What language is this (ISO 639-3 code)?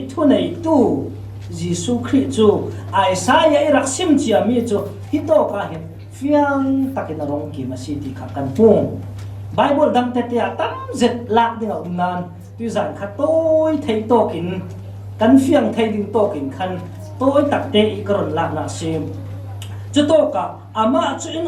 cfm